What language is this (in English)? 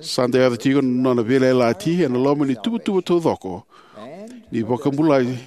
Fijian